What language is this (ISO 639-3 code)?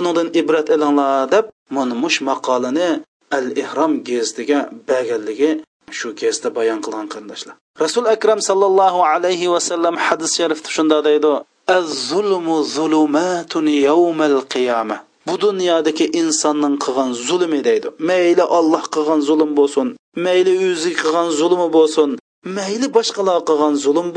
uig